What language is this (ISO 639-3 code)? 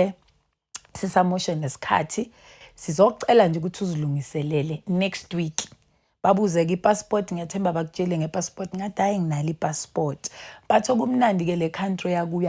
zul